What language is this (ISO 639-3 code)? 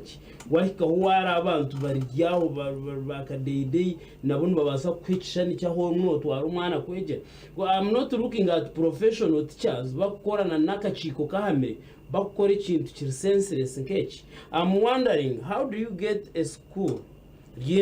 nyn